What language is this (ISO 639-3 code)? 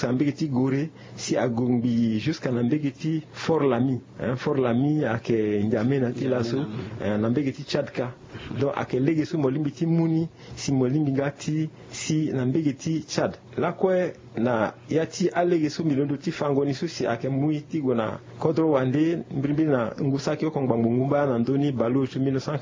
sag